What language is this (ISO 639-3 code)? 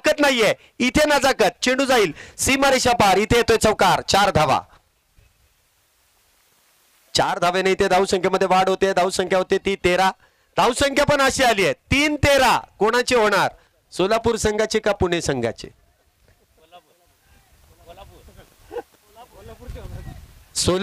mar